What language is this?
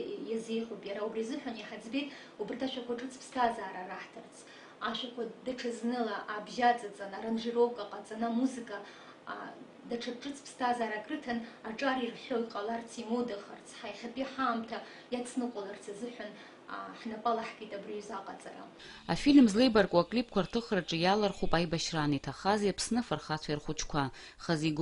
Abkhazian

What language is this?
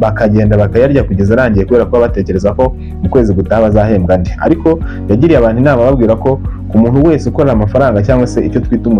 Kinyarwanda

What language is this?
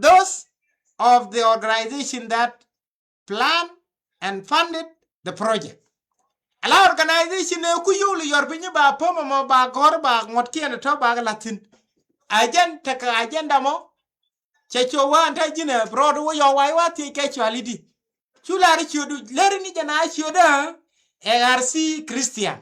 Nuer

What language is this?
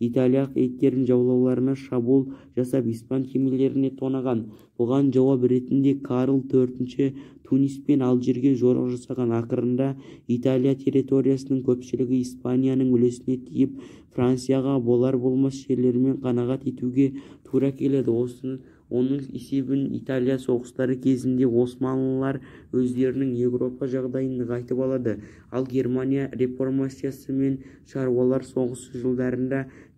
Kazakh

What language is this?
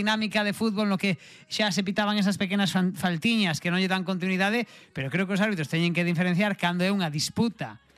Galician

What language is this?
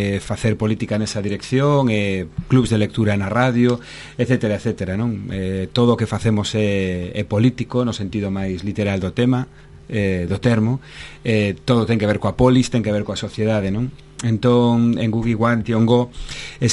Galician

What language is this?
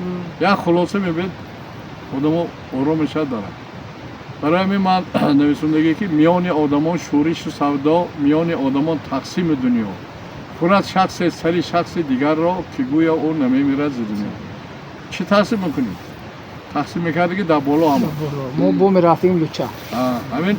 Tajik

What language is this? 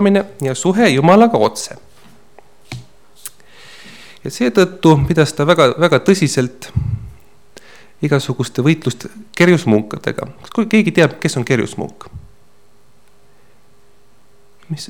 Estonian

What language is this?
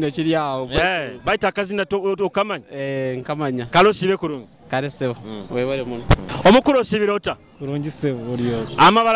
Nyoro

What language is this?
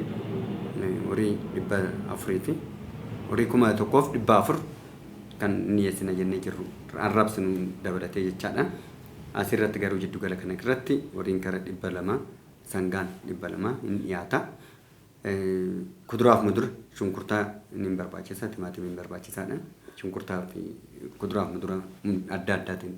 Oromo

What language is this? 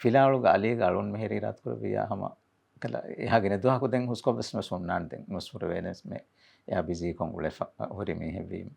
Divehi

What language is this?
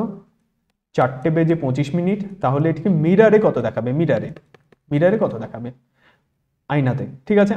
Bangla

